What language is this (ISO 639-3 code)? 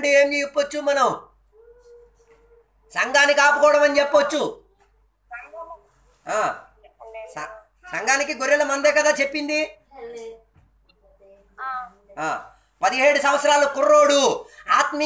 tel